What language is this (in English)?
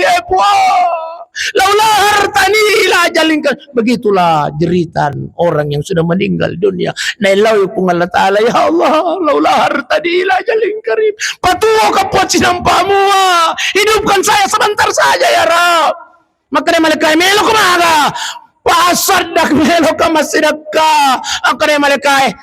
Buginese